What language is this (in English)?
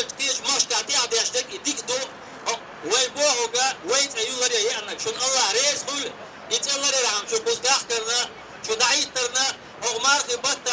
Chechen